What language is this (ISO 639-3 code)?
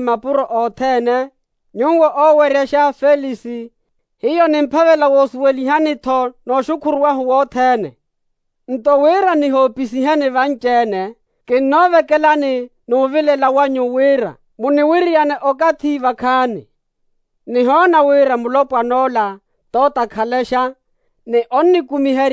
vmw